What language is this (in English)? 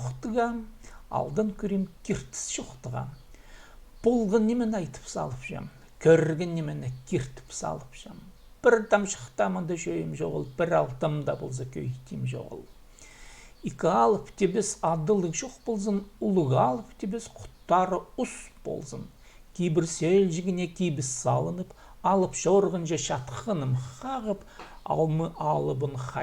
Khakas